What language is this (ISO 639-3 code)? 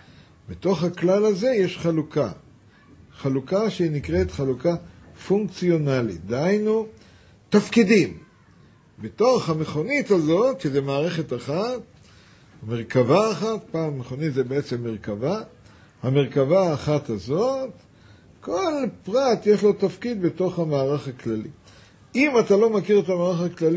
heb